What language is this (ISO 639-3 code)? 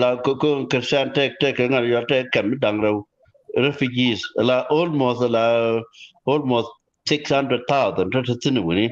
nus